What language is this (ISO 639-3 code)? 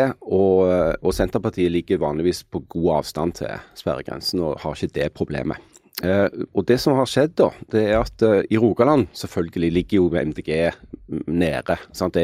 nor